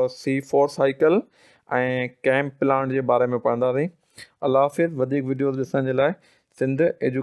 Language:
Sindhi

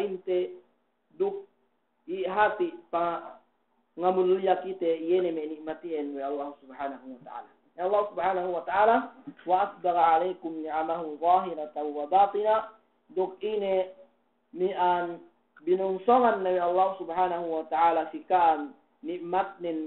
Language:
Yakan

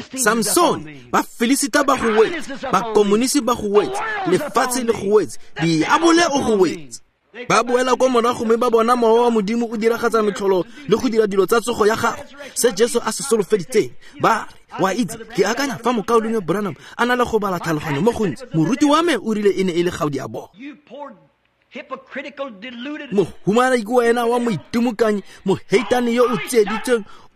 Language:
Tswana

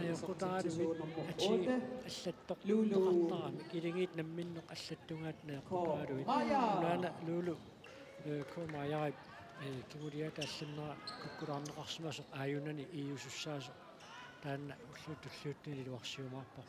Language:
Kalaallisut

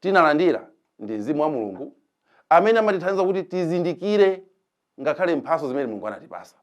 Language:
Nyanja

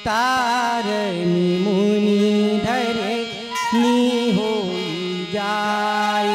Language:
Chhattisgarhi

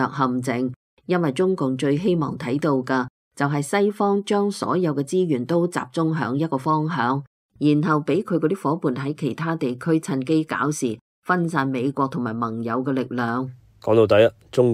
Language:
Cantonese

